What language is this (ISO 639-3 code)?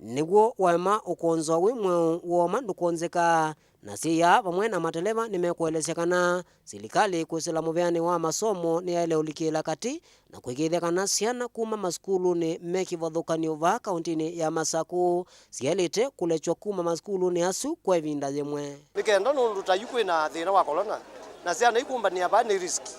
kam